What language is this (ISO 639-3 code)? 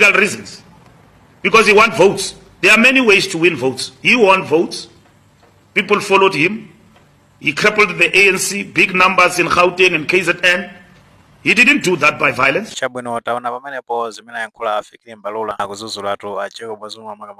nya